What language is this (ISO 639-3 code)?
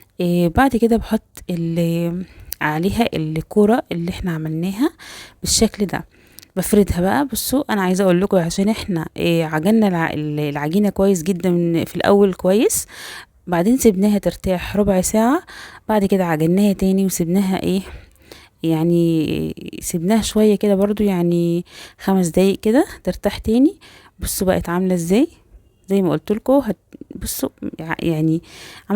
arz